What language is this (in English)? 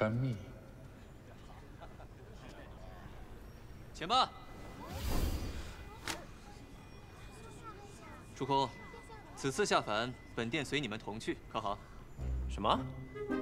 Chinese